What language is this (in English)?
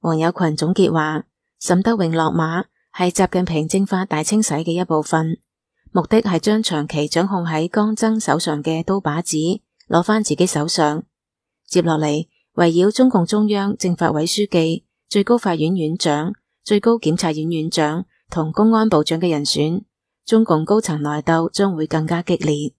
Cantonese